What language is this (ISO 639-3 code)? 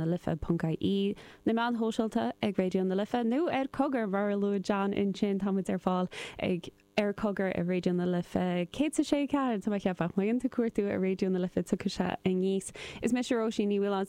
gle